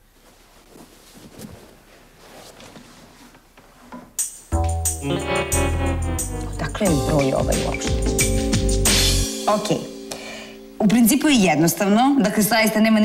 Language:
Serbian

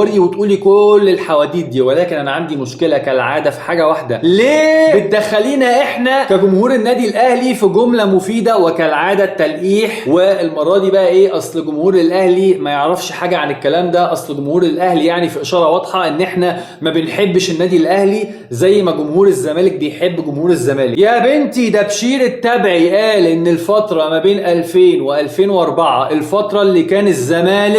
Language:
Egyptian Arabic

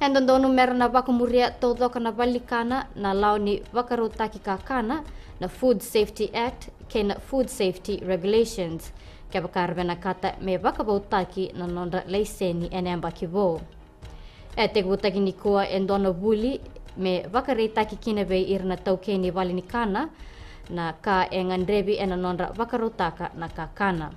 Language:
Fijian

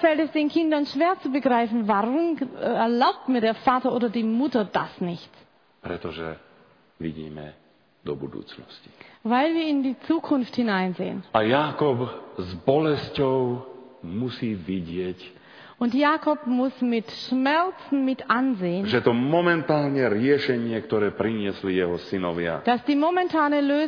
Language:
Slovak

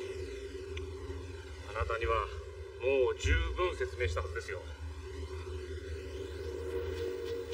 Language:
Japanese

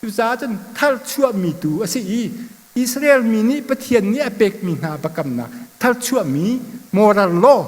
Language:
Hakha Chin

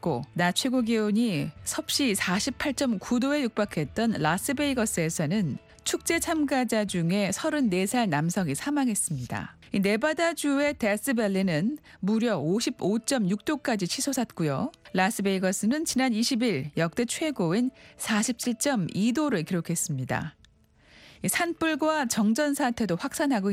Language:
Korean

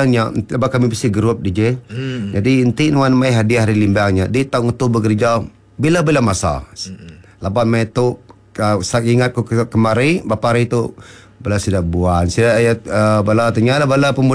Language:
Iban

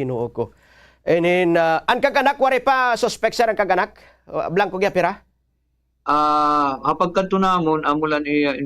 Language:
Waray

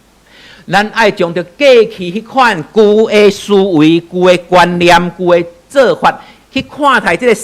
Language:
Min Nan Chinese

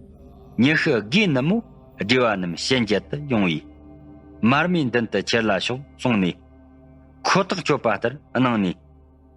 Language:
Tibetan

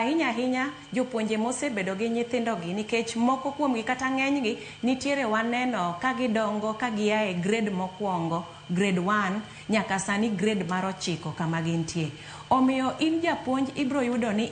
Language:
Luo (Kenya and Tanzania)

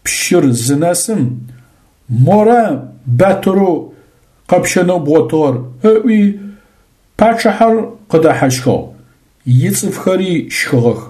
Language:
Adyghe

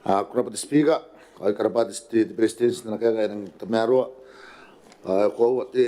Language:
Gilbertese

